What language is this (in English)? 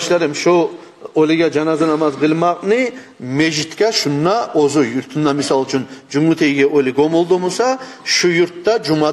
Kumyk